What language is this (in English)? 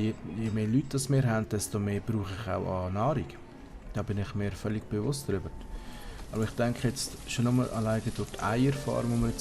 Swiss German